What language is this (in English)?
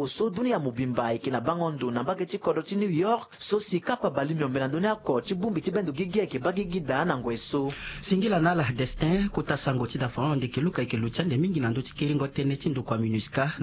Sango